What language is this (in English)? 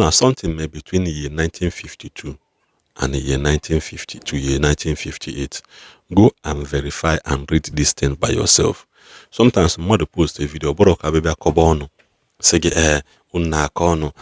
Igbo